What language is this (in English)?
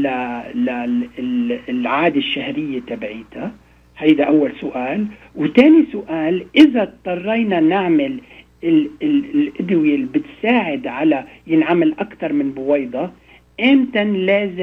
North Levantine Arabic